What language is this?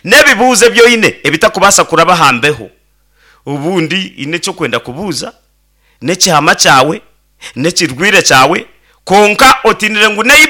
Nyankole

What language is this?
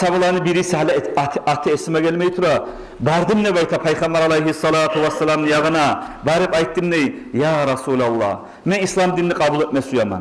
Kumyk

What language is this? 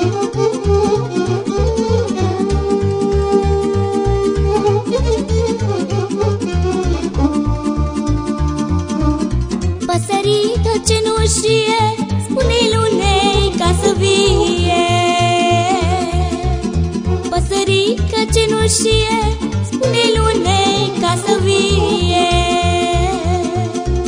Romanian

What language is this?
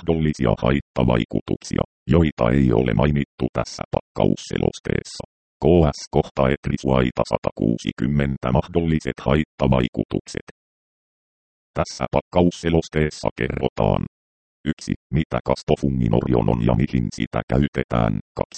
Finnish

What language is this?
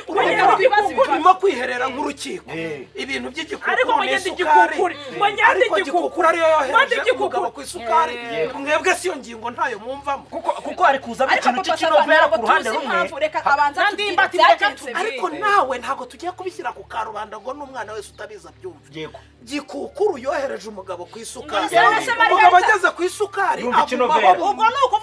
Kinyarwanda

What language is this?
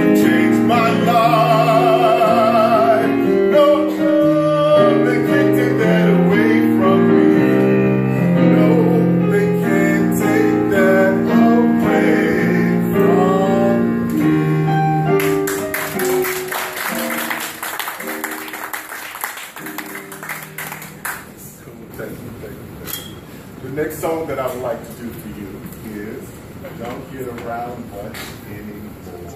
English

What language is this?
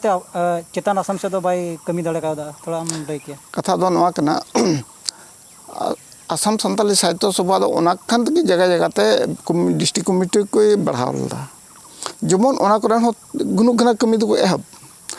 Santali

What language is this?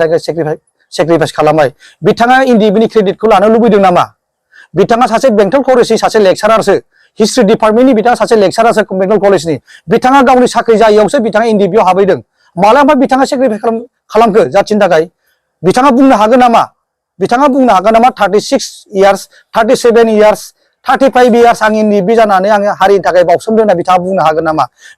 Bodo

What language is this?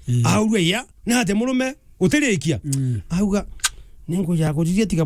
Meru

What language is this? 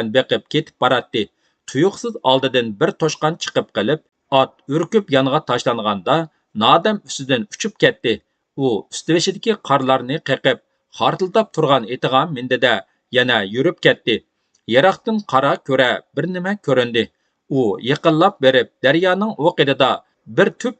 Uyghur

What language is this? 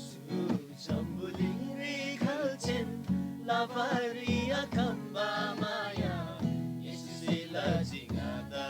Eastern Tamang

